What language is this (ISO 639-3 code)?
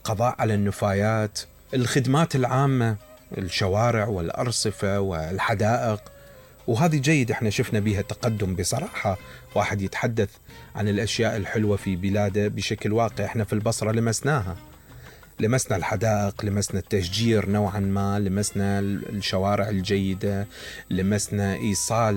acm